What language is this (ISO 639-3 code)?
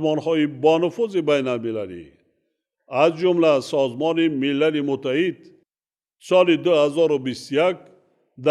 tgk